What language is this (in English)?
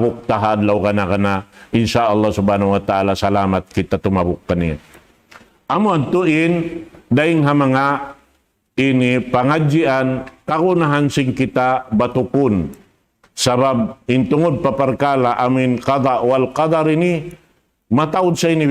Tausug